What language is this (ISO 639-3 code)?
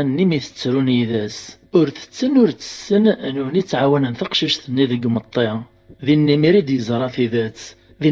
kab